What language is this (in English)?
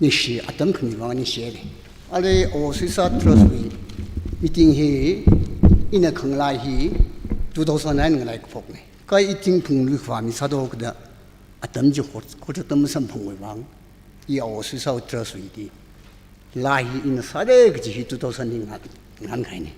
Tangkhul Naga (India)